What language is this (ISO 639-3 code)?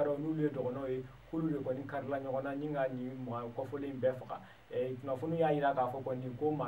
bam